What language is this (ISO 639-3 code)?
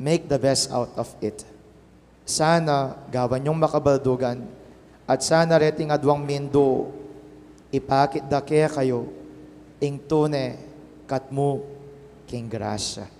pam